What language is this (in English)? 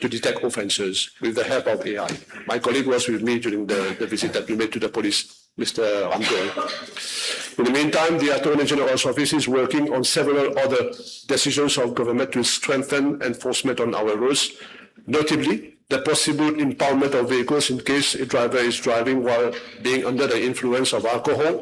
Morisyen